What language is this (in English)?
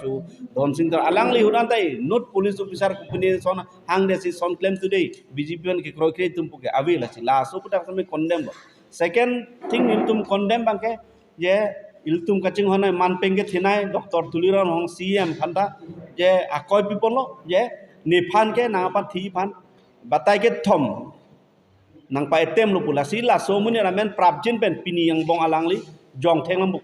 Karbi